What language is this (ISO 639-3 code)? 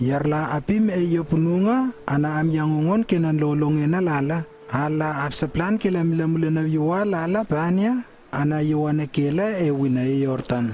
lww